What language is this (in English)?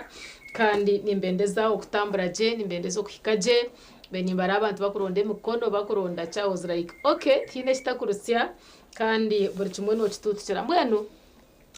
Nyankole